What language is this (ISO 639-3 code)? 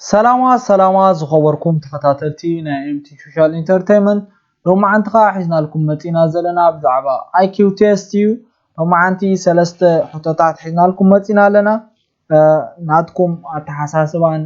tir